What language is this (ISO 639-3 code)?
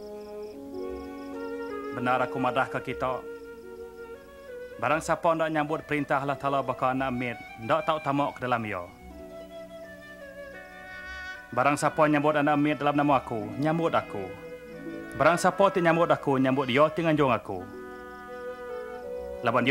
iba